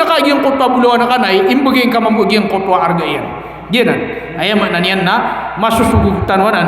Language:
Maranao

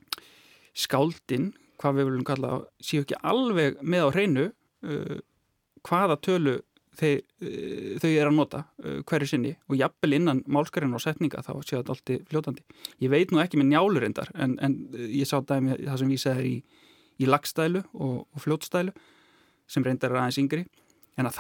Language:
Icelandic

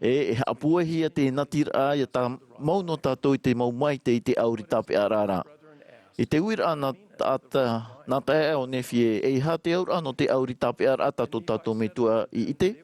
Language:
Tahitian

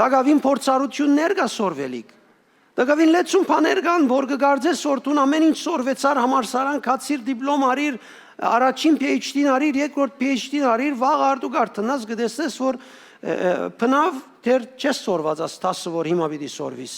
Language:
Western Armenian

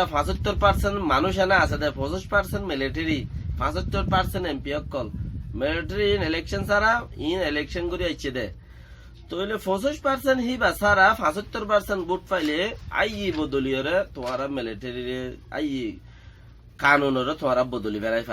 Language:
Rohingya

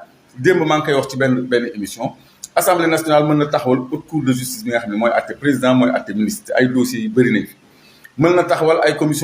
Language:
Wolof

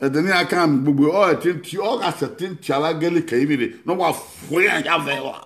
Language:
Bini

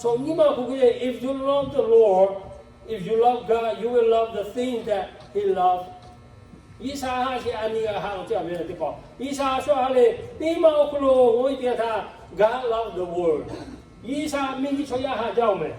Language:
Lahu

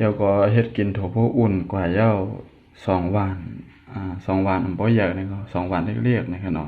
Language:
Shan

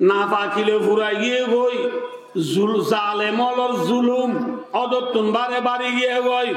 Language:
Rohingya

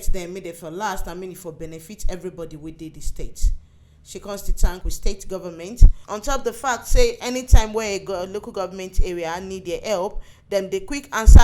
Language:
Nigerian Pidgin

